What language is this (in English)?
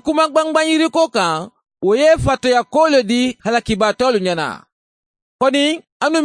Mandingo